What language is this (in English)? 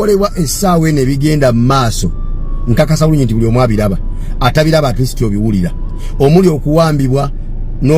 Ganda